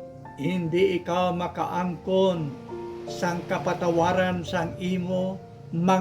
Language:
Hiligaynon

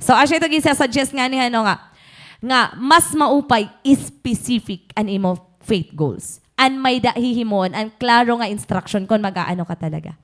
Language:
Waray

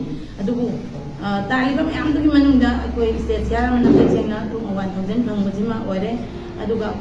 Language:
Manipuri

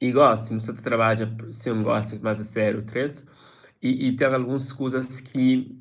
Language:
Kabuverdianu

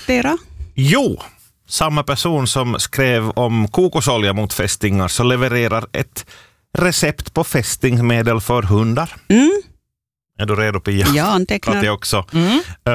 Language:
Swedish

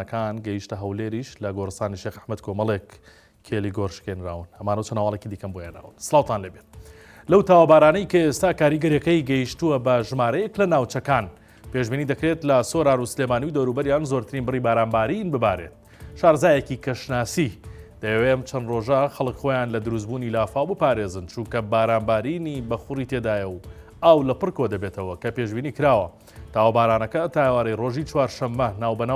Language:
Central Kurdish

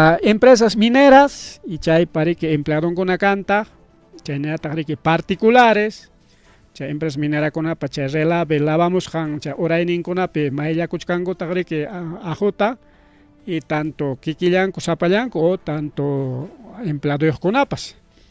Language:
Ayacucho Quechua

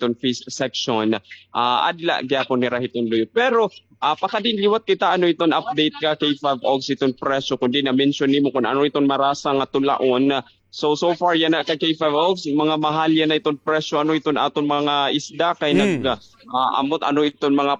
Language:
Waray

